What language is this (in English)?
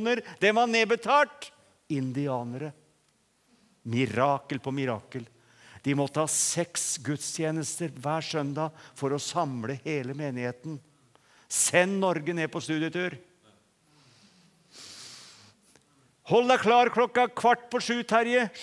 Norwegian